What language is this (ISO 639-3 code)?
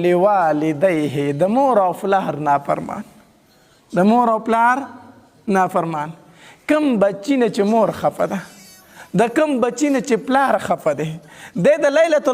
pus